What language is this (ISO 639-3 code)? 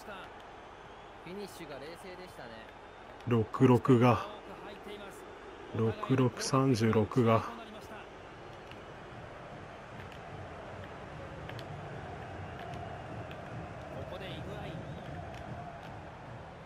jpn